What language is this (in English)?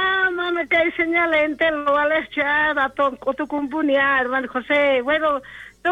South Bolivian Quechua